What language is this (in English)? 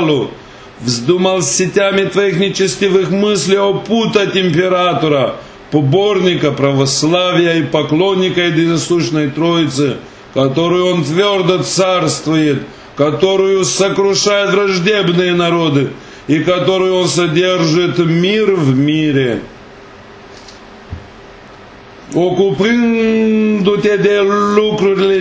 Romanian